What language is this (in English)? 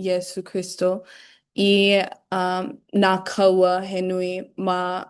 Hawaiian